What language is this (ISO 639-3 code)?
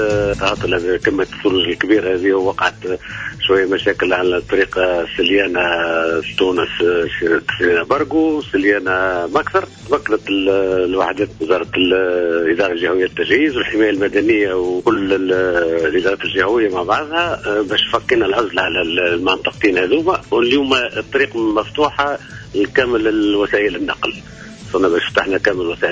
aeb